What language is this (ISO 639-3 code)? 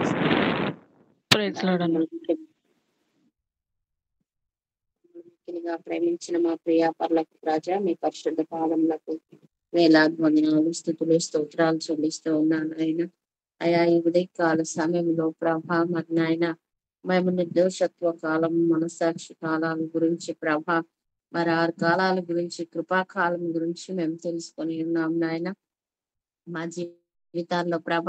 tel